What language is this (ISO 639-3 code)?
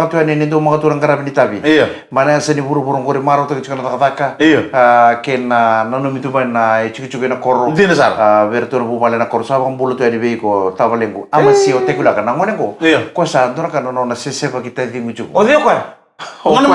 fij